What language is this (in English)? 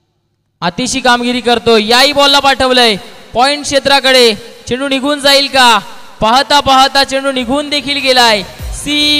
Marathi